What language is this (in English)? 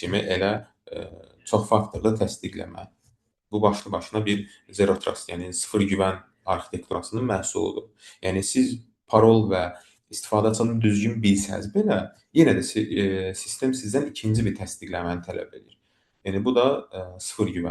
Azerbaijani